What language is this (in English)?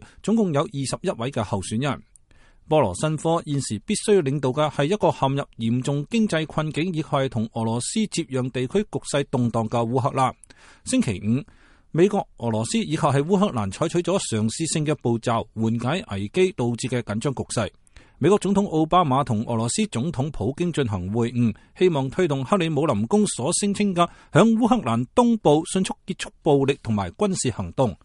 Cantonese